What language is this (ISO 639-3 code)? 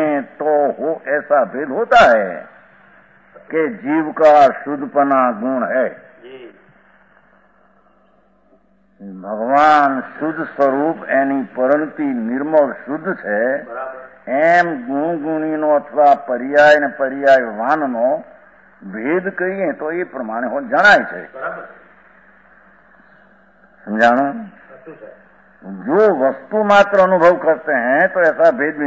guj